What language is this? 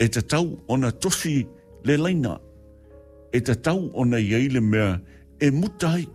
Samoan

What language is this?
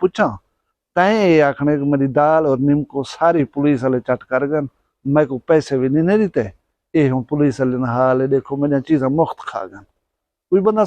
Saraiki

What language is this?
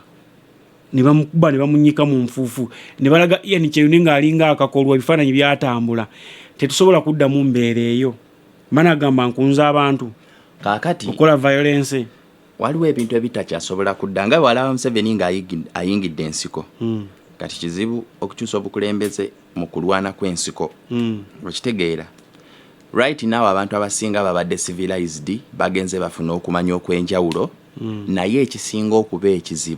Ganda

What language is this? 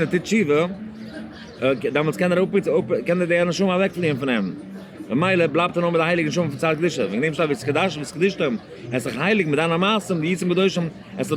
Yiddish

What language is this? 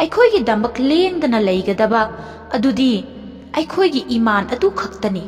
Manipuri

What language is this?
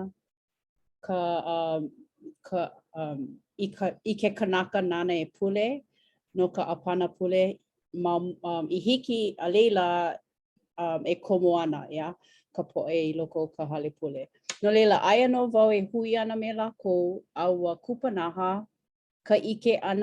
Hawaiian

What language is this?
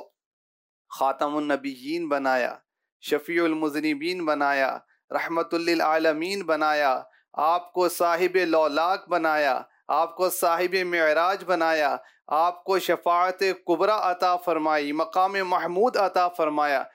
Urdu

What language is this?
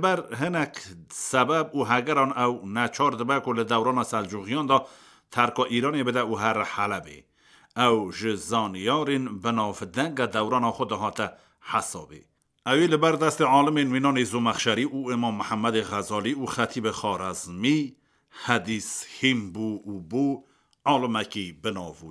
Kurdish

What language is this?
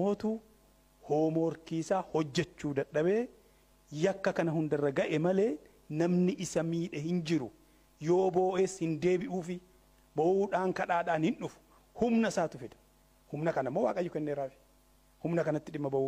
Oromo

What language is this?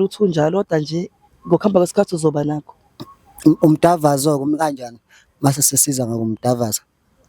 Zulu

